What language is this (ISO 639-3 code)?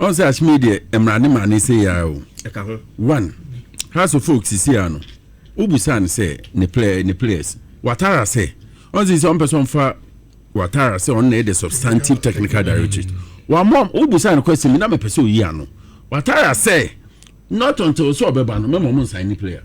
aka